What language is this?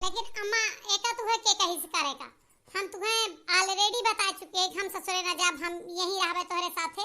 Awadhi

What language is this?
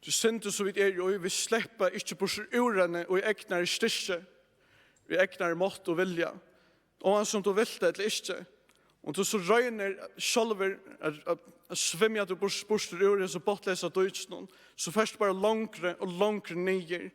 Faroese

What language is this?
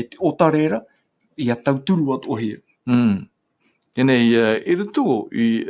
Tahitian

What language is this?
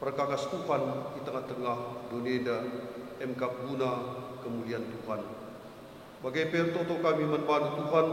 Batak Karo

